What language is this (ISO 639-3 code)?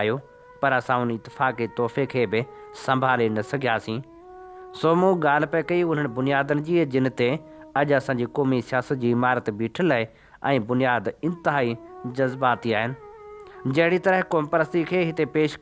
snd